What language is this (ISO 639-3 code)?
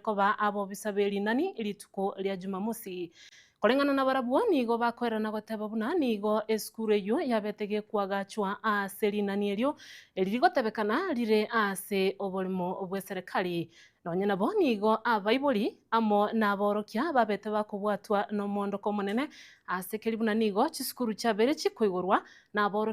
guz